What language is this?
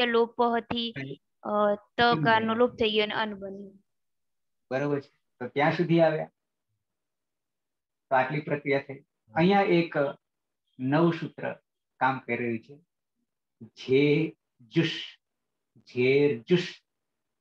Gujarati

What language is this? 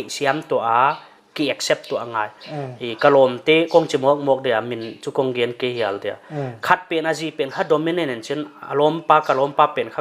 Paite Chin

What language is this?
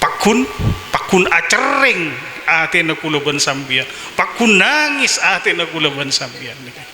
Madurese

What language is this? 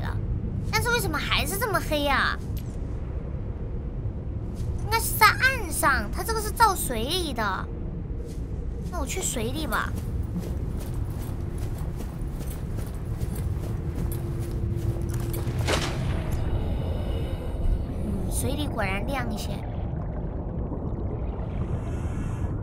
Chinese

